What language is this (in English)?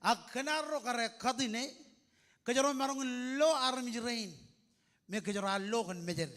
Marshallese